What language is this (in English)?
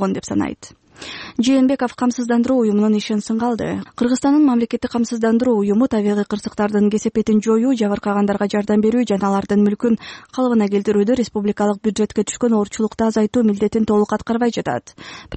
Kyrgyz